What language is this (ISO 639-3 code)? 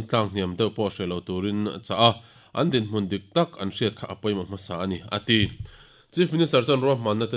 lus